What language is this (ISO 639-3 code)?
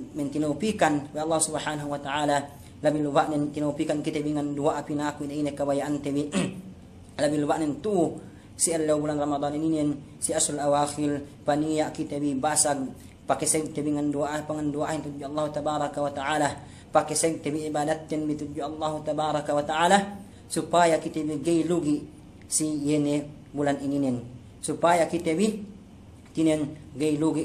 yka